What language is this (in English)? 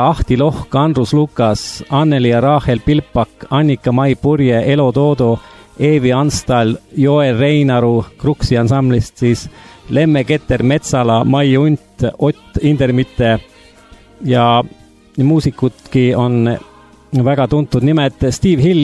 Estonian